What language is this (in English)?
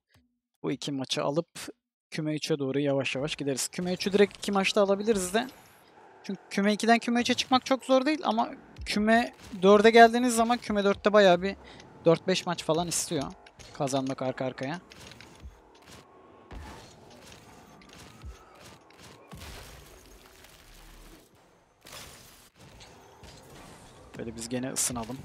Turkish